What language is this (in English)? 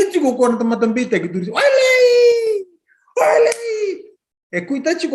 Fijian